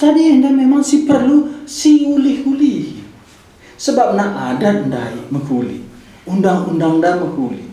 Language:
Batak Karo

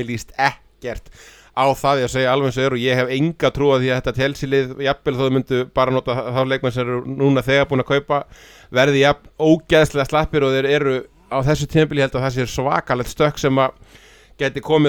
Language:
Icelandic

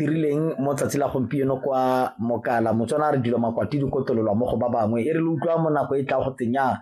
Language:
Tswana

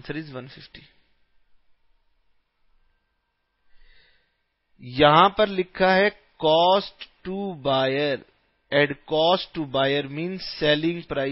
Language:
Hindi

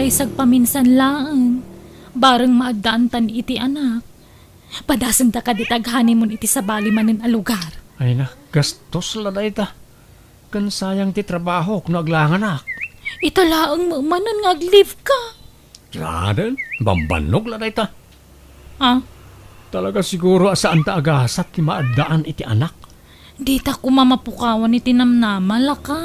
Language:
Iloko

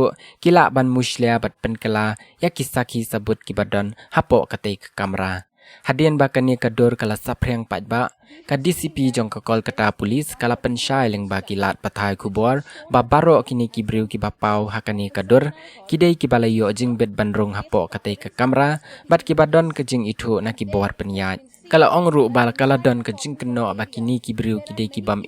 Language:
Khasi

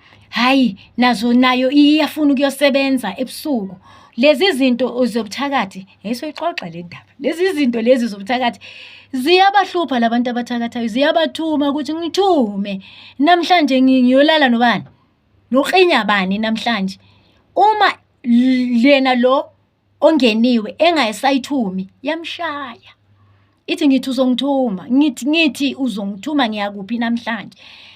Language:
Zulu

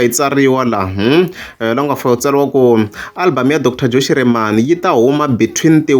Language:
Tsonga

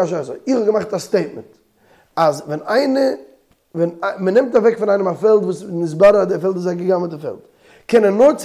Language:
Yiddish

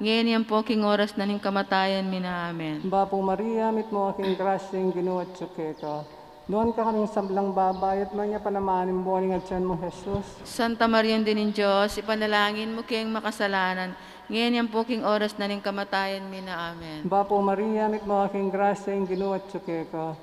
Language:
Pampanga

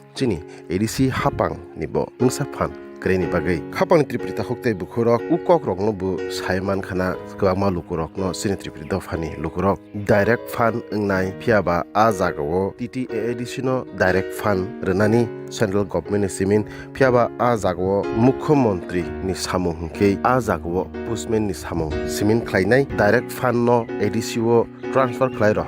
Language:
Kok Borok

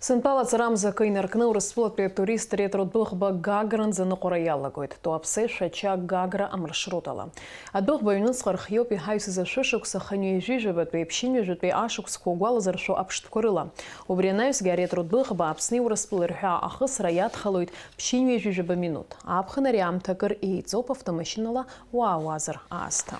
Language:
Abkhazian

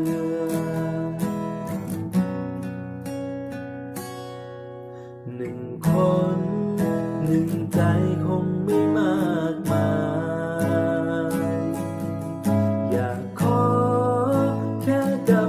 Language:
Thai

